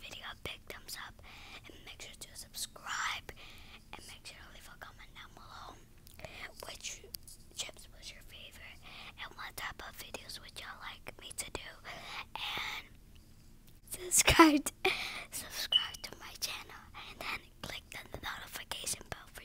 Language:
English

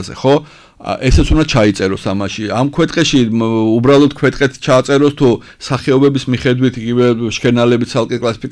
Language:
Georgian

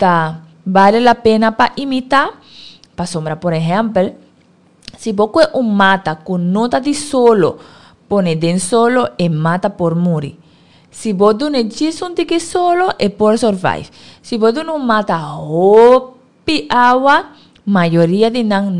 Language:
Papiamento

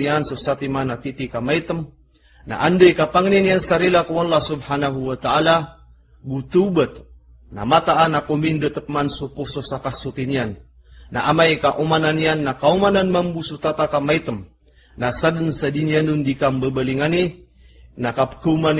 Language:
Maranao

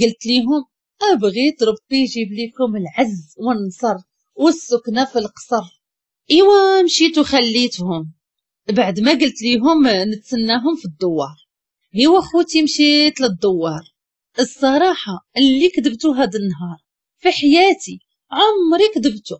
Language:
Moroccan Arabic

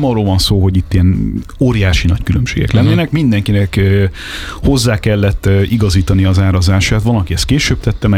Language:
Hungarian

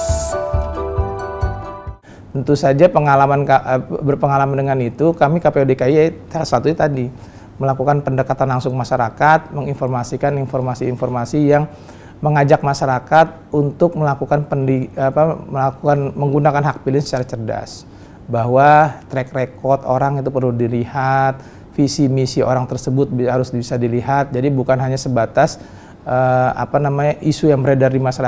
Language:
Indonesian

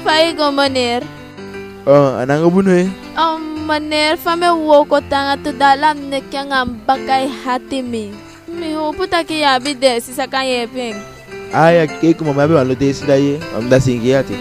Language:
Eastern Maroon Creole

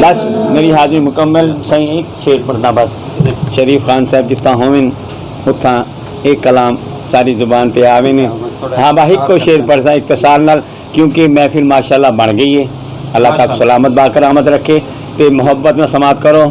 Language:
Saraiki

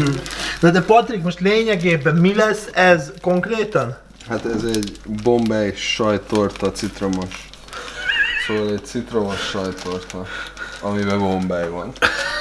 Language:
Hungarian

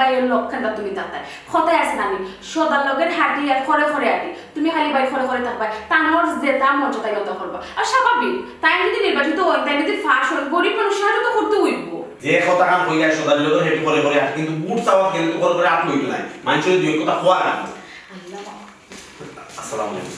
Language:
Sylheti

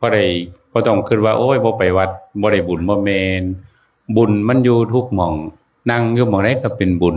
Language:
Northeastern Thai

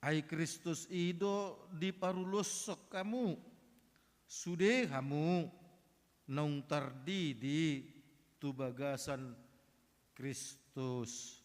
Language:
Batak Toba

